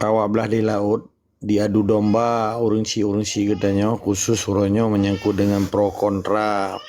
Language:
Achinese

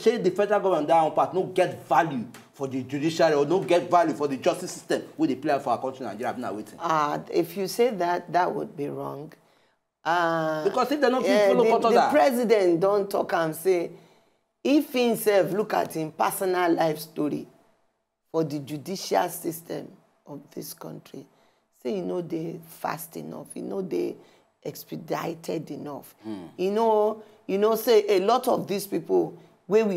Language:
Nigerian Pidgin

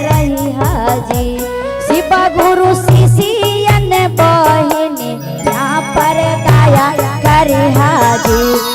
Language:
Magahi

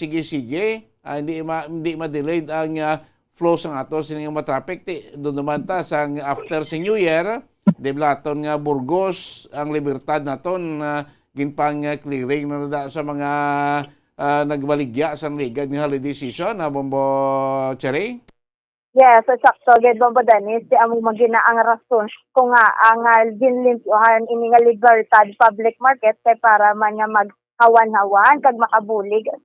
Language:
Hiligaynon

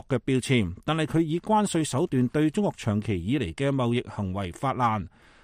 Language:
Cantonese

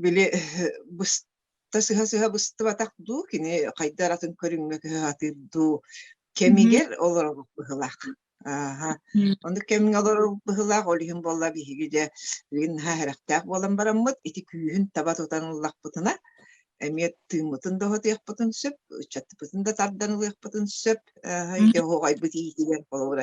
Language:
Yakut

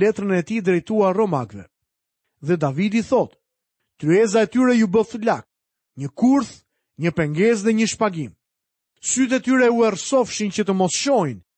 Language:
Albanian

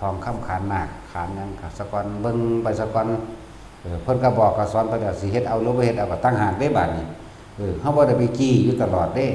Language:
Northeastern Thai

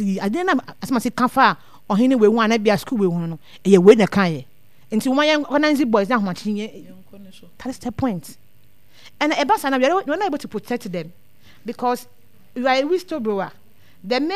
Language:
Akan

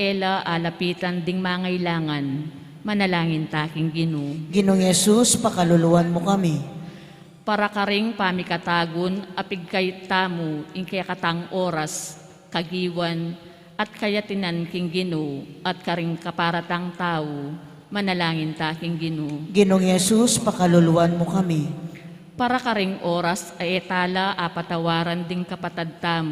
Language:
Pampanga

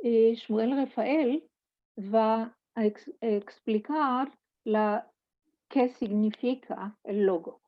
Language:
Ladino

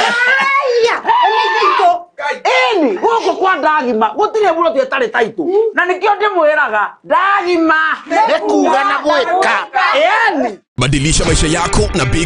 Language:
Kikuyu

